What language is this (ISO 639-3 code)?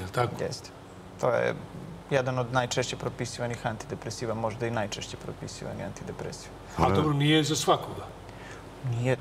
srp